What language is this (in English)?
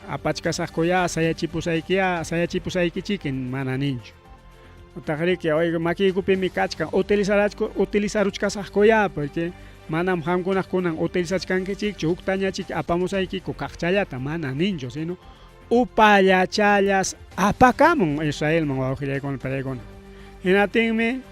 Ayacucho Quechua